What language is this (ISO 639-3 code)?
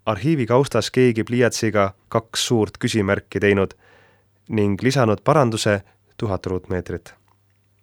est